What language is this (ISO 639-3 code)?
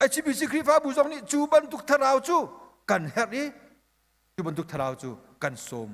cnh